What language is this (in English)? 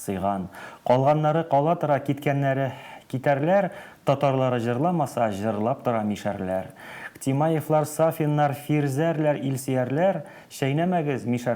Tatar